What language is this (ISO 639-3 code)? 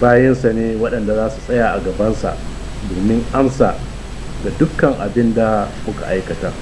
hau